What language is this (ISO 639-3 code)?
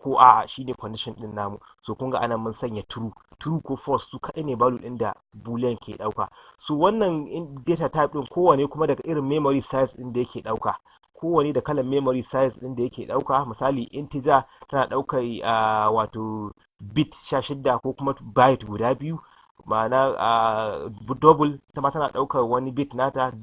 hau